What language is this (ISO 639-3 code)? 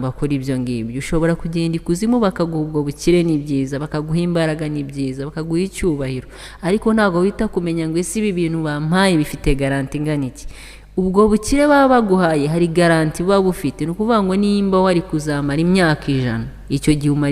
kin